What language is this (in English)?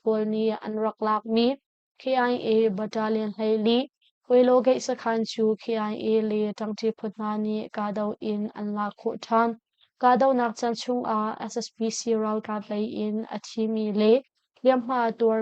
Hakha Chin